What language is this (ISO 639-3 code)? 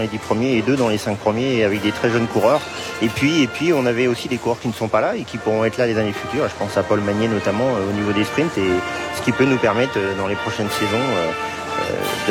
fra